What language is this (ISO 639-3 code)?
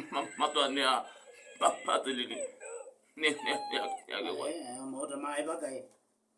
kam